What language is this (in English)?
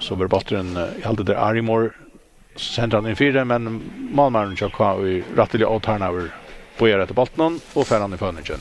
Faroese